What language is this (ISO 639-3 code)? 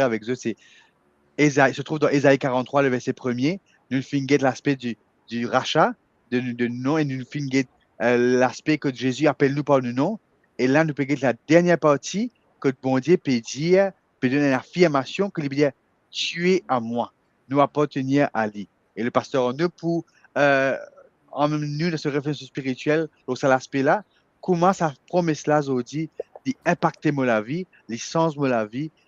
mfe